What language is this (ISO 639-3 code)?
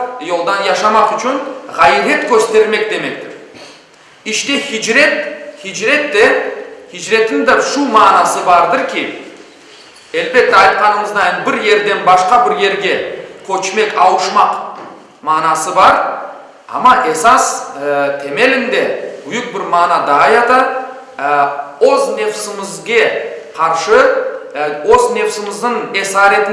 crh